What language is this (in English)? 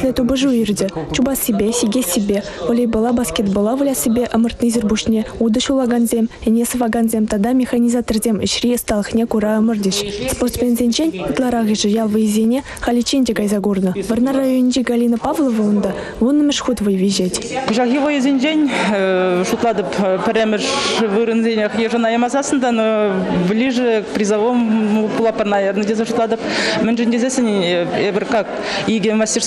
Chuvash